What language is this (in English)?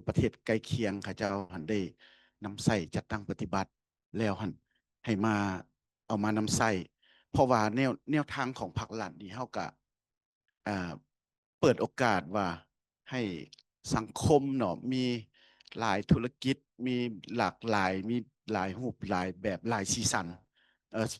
Lao